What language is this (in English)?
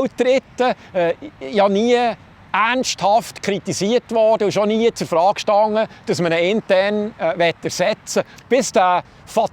Swiss German